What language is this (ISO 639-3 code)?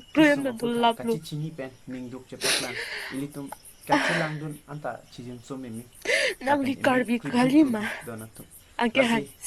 mjw